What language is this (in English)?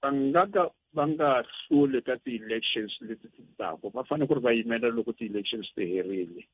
Tsonga